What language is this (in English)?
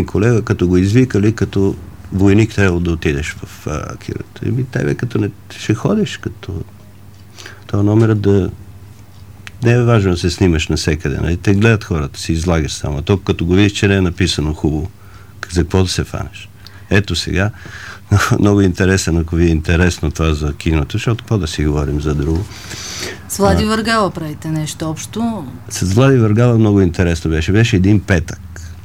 Bulgarian